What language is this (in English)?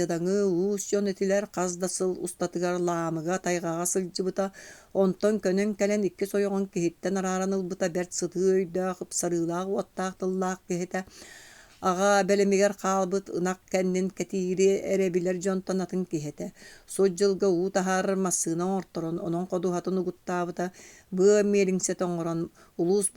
Yakut